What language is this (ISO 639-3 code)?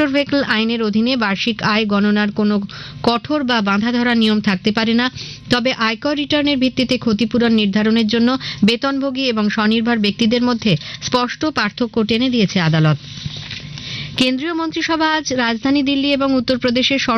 ben